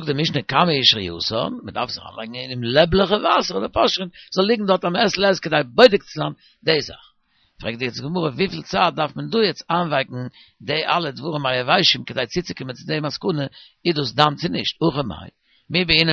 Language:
Yiddish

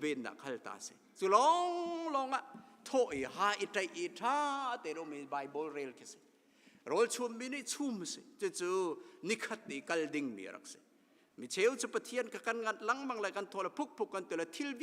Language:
Hakha Chin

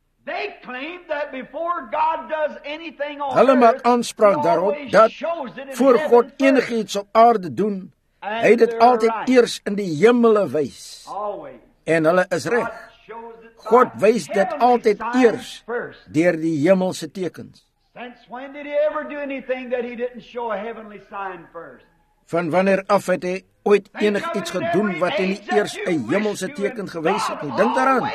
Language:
Afrikaans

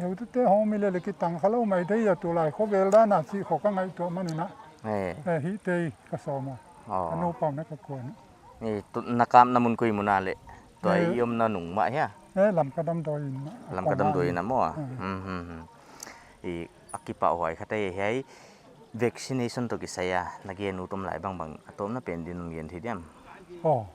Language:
Paite Chin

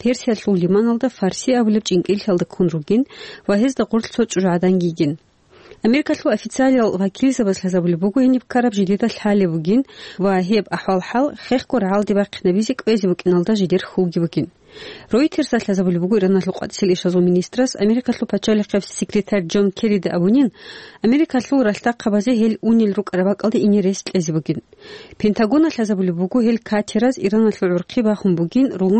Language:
Avaric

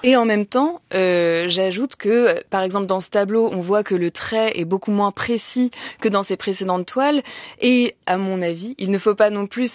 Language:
French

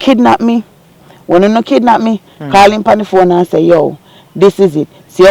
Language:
Jamaican Creole English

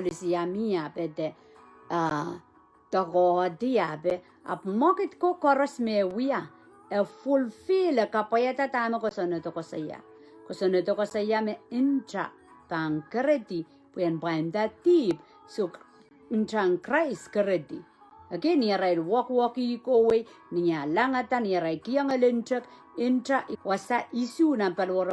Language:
Pohnpeian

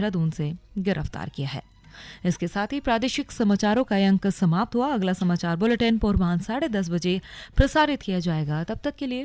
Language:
Hindi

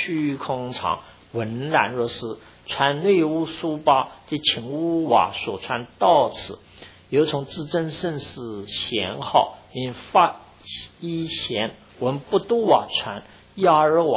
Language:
Chinese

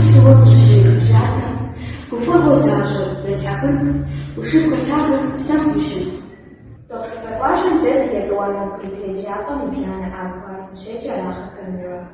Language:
Kabardian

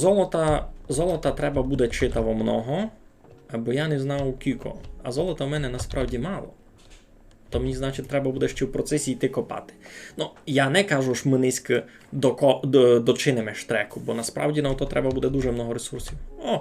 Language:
Rusyn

